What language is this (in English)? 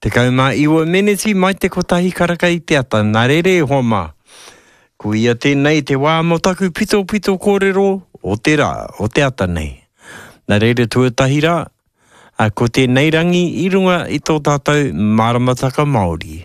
Māori